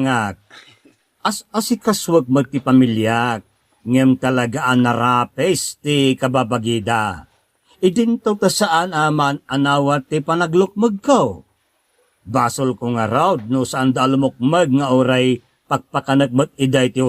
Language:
Iloko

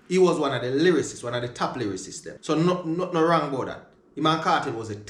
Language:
Jamaican Creole English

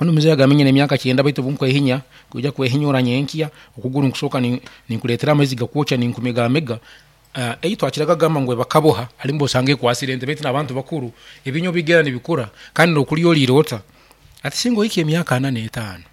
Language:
Nyoro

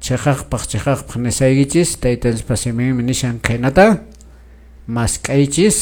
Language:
Quechua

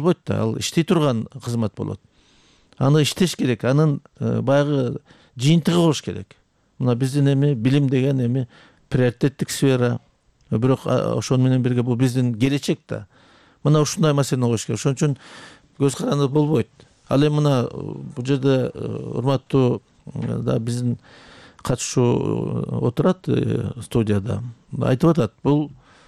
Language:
Kyrgyz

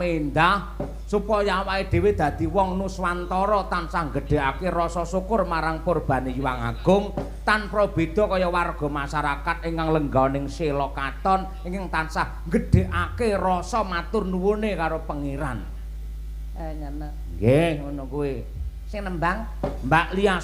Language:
Javanese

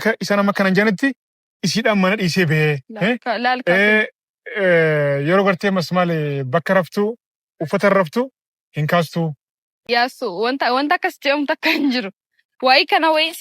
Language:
Oromo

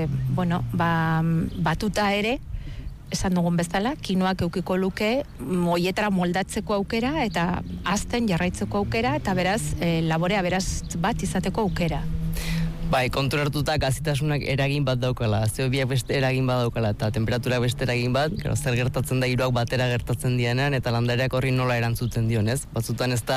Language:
Basque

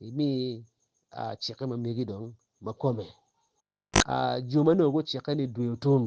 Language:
Acoli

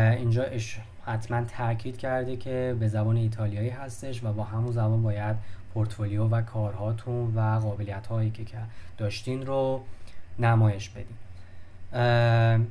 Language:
Persian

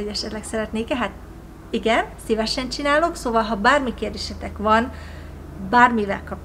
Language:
Hungarian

